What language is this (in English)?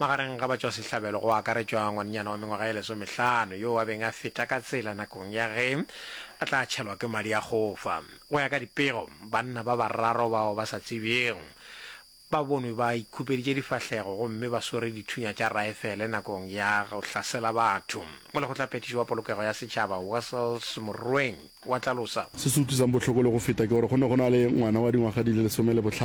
Northern Sotho